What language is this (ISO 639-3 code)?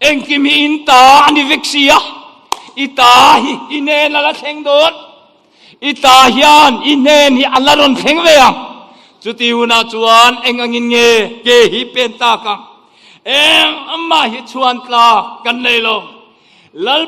lus